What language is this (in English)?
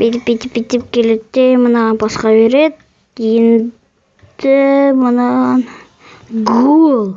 Kazakh